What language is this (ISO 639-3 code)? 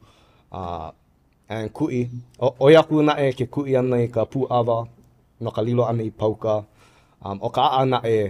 haw